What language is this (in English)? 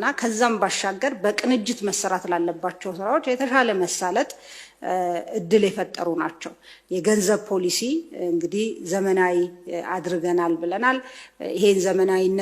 Amharic